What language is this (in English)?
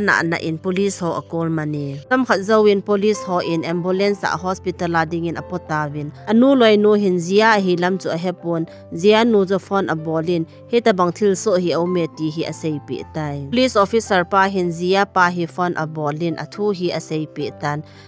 Thado Chin